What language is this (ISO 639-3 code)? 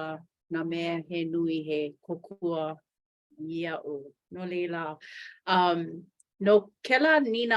haw